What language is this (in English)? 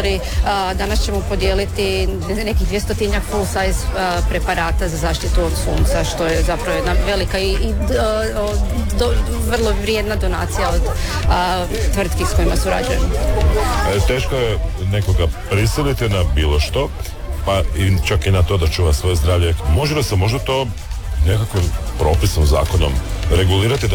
Croatian